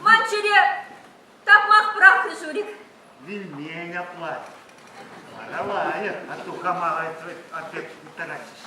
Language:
Chuvash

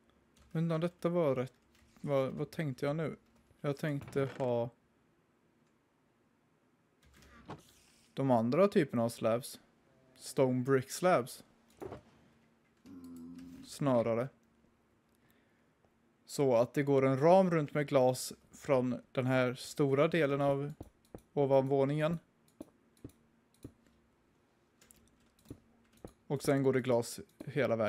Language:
Swedish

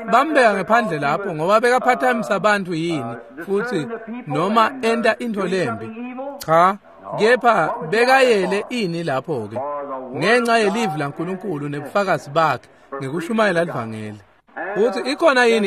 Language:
Swati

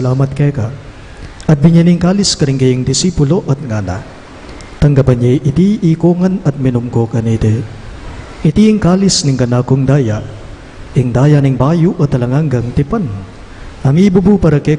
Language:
Pampanga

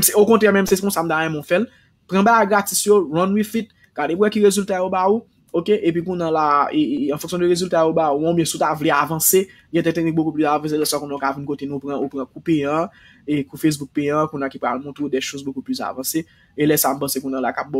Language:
Haitian Creole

